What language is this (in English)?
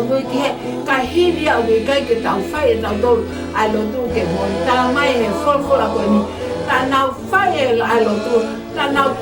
Tongan